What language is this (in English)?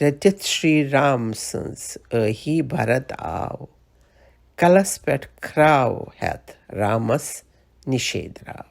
Kashmiri